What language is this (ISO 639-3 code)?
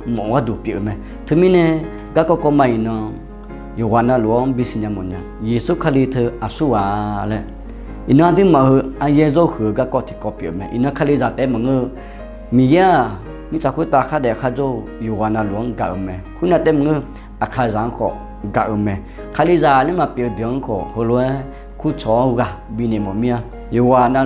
ahk